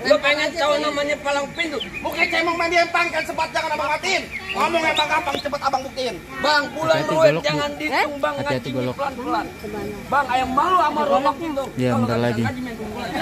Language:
Betawi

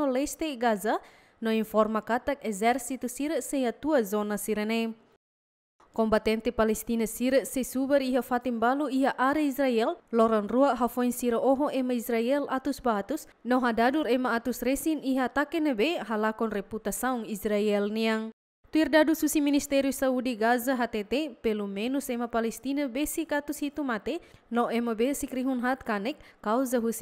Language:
Tetum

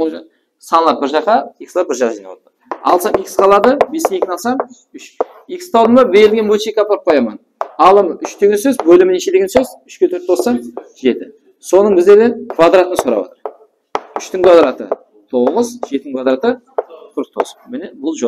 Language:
Kara-Kalpak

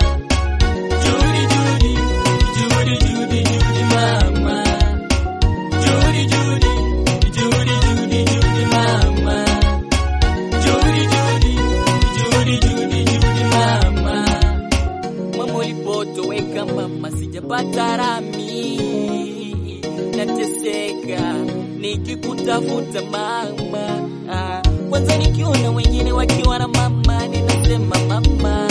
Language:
Swahili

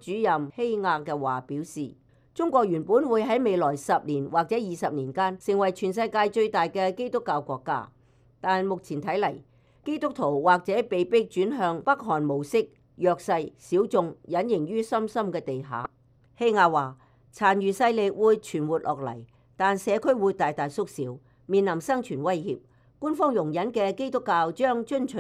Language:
Cantonese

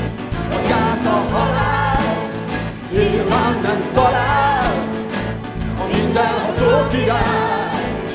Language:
Hungarian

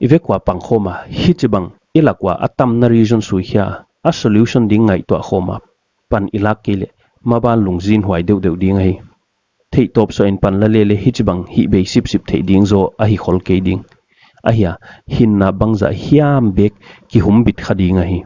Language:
Paite Chin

